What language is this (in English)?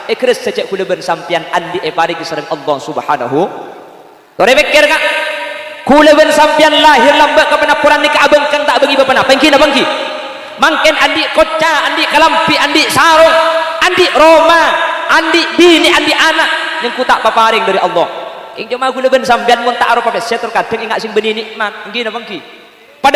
Madurese